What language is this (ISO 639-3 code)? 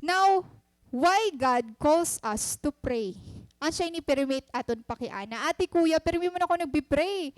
war